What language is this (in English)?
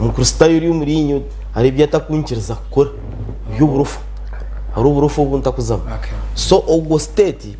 Nyankole